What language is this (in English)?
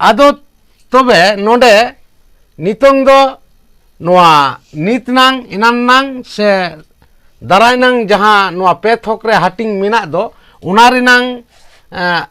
Santali